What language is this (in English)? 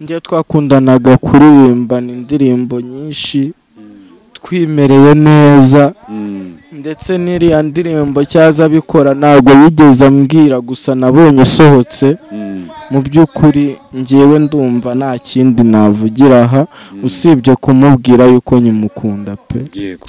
Kinyarwanda